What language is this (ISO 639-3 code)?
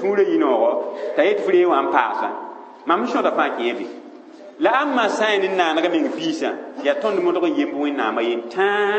mos